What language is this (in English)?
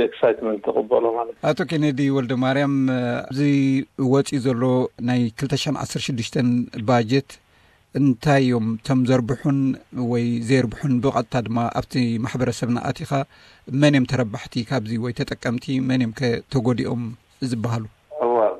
Tigrinya